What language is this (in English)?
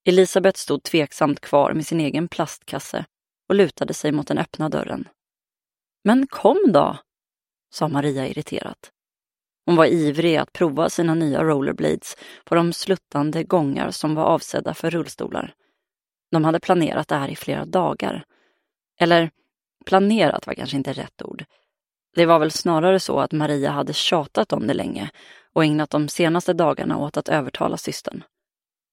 Swedish